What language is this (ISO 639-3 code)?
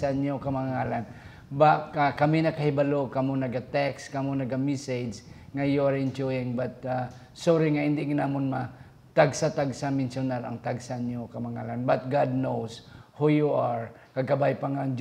hil